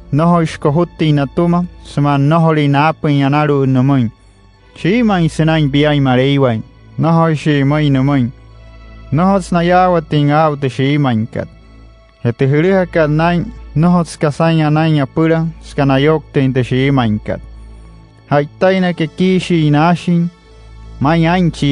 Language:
Wayuu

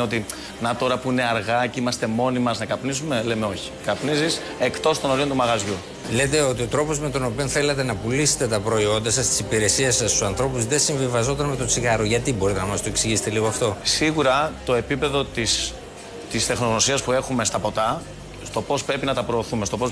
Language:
Greek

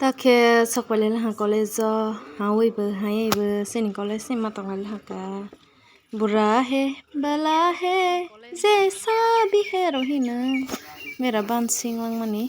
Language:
Kok Borok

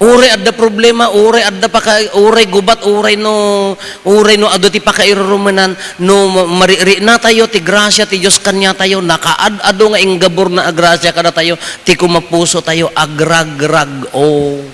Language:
Iloko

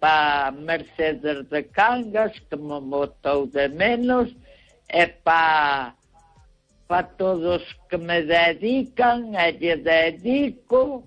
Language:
Galician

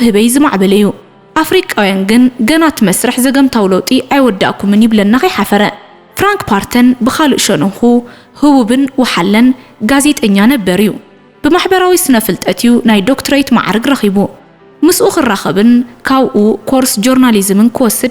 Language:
Tigrinya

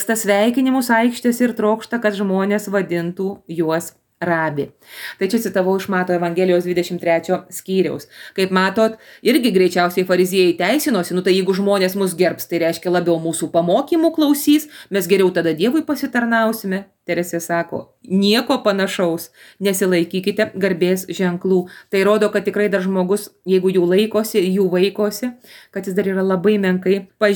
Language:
Lithuanian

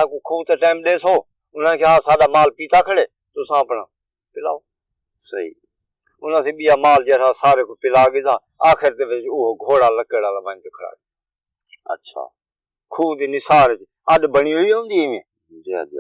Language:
Saraiki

